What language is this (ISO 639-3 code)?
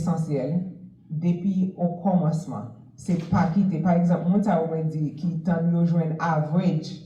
hat